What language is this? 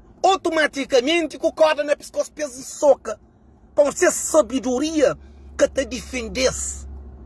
Kabuverdianu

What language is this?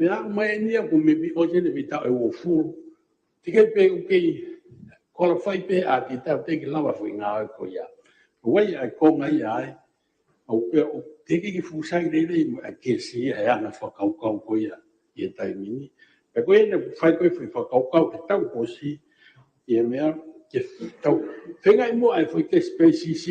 Tongan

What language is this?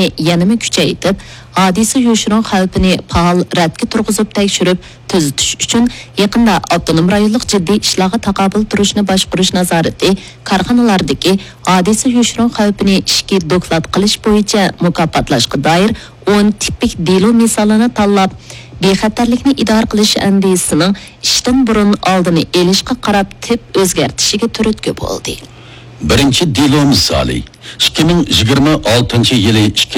Uyghur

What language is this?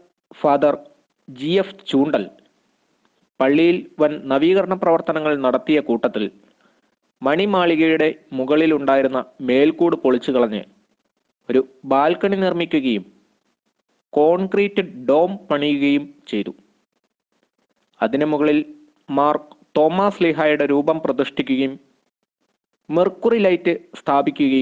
Malayalam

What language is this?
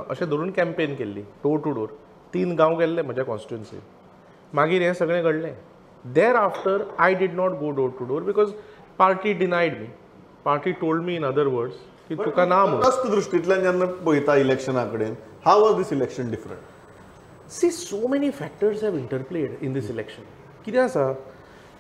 Konkani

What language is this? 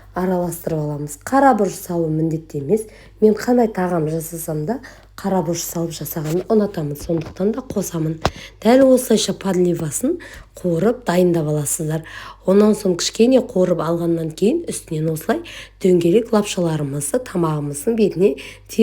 Kazakh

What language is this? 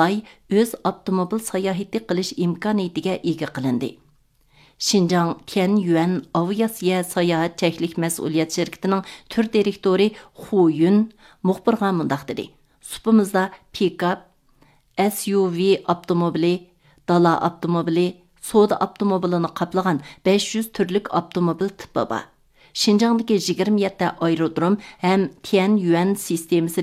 Uyghur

